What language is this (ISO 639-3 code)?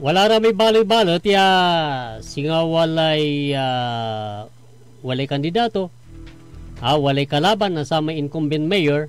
pag